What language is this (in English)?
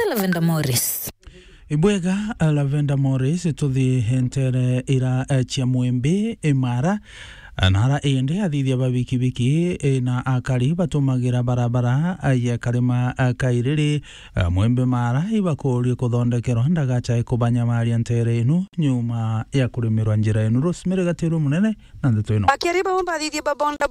Meru